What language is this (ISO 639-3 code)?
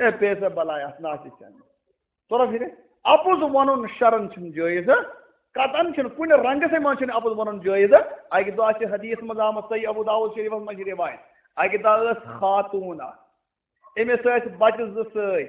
kas